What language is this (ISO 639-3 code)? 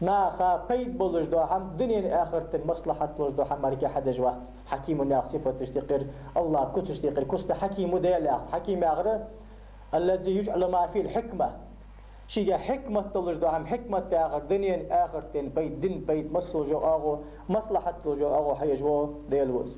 inh